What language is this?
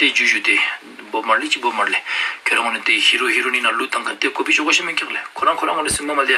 Ladakhi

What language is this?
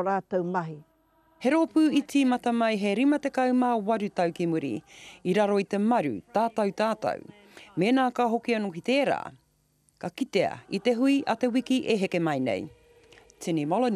Māori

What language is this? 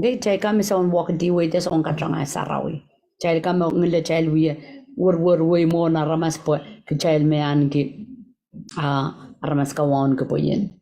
Pohnpeian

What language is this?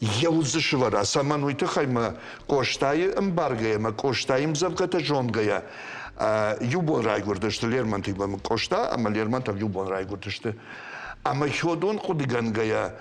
Ossetic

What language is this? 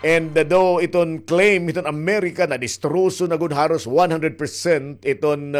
Waray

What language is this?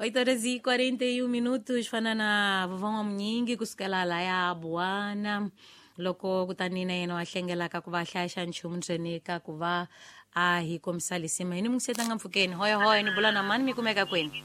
Tsonga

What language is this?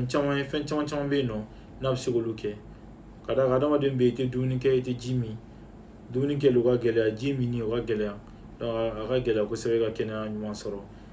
Bambara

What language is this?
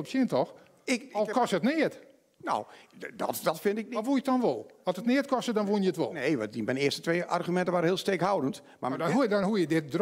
Western Frisian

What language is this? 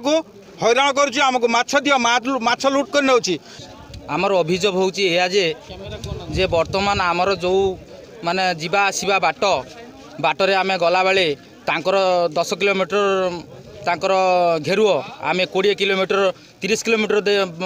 Odia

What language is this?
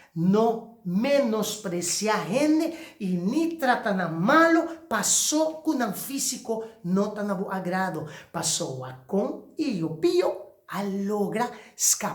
Papiamento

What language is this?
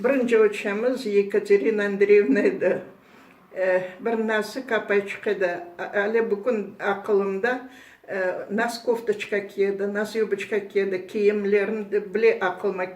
Crimean Tatar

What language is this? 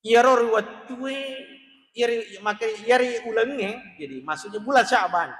Buginese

